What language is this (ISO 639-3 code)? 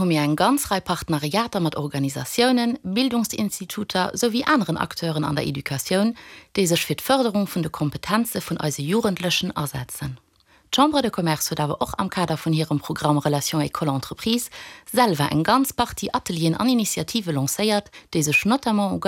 ltz